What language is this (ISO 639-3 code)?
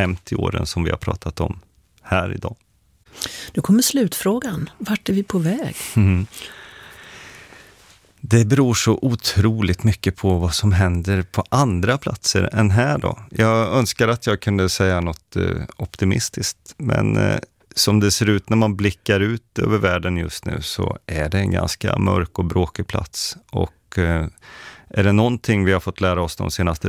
swe